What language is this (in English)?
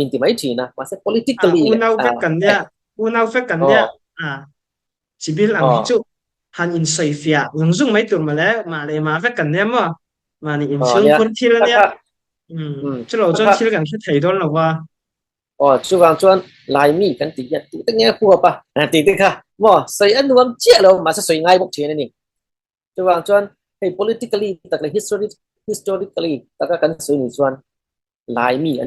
Falam Chin